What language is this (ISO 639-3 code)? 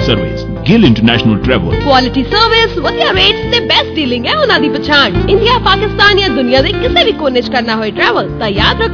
pan